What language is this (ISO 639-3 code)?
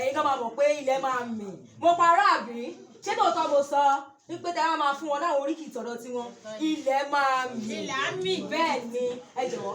yor